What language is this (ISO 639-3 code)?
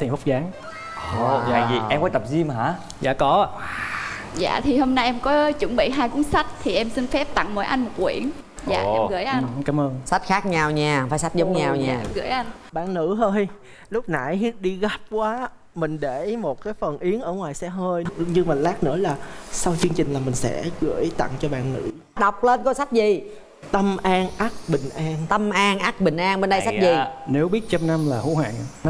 vie